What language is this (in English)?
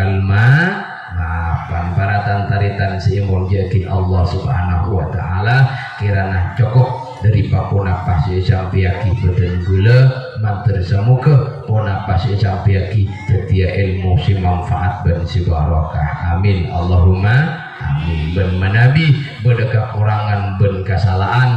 Madurese